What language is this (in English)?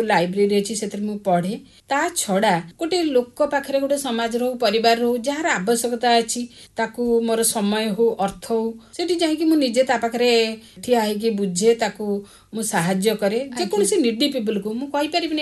Odia